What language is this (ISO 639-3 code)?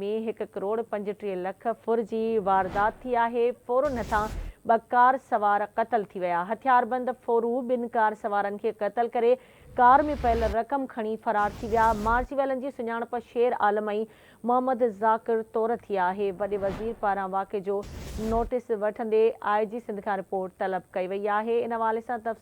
snd